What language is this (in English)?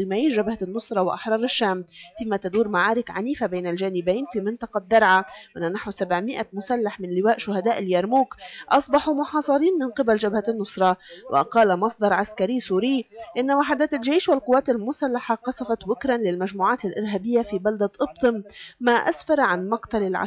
North Levantine Arabic